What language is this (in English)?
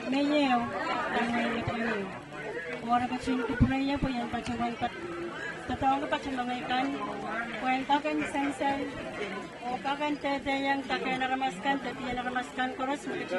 Pohnpeian